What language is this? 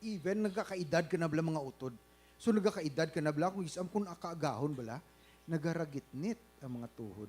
Hiligaynon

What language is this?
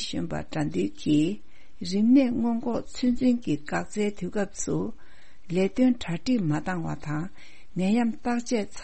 Tibetan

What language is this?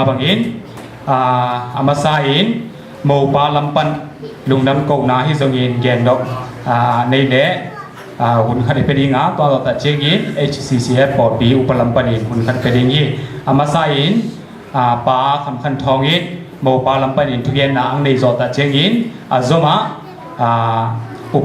Tedim Chin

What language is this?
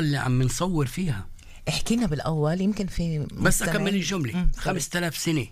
North Levantine Arabic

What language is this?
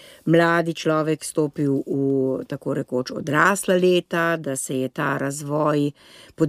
Slovenian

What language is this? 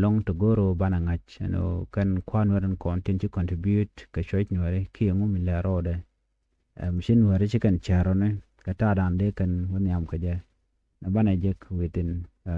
Nuer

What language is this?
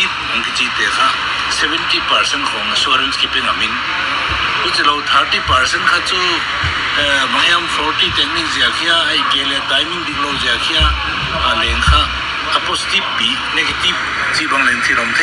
Paite Chin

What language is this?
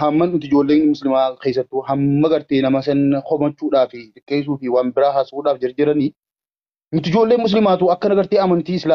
Oromo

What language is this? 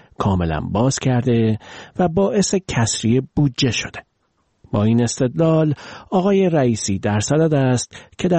Persian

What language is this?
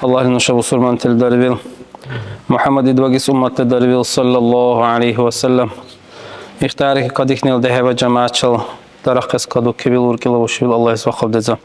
Dargwa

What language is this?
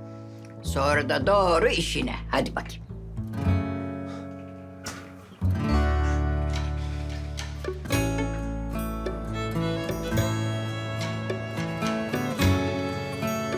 Turkish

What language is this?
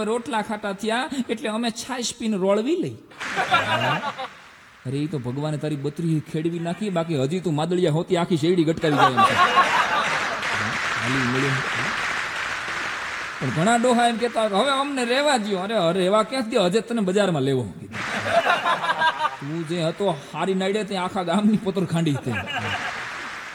Gujarati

